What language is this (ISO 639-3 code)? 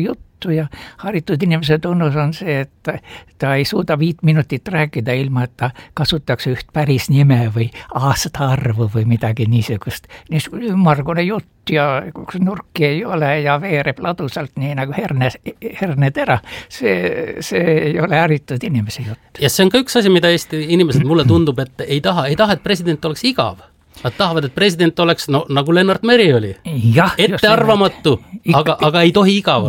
est